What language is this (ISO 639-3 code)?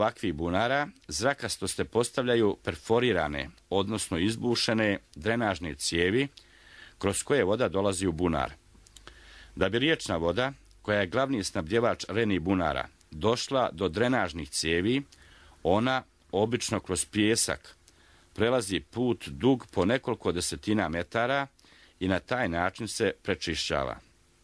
bos